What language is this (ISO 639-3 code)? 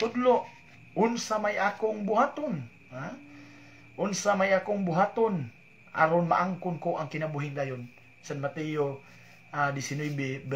ceb